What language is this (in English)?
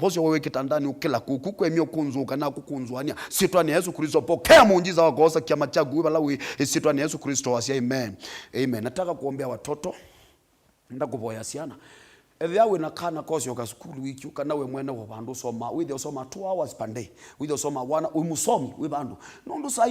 Kamba